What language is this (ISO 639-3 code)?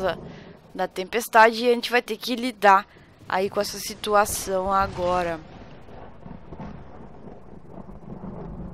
por